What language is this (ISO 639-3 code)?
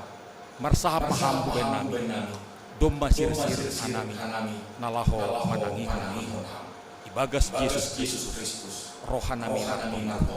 bts